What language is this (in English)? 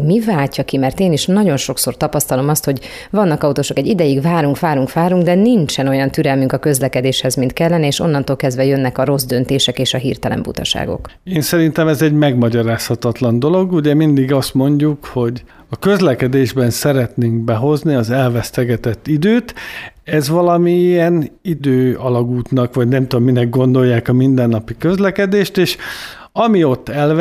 Hungarian